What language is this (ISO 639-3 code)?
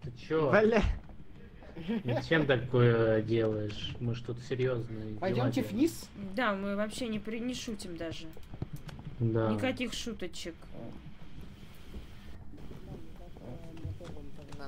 rus